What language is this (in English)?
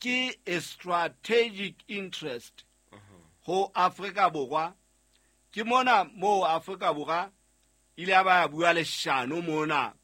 Southern Sotho